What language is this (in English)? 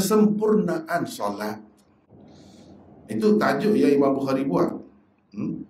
Malay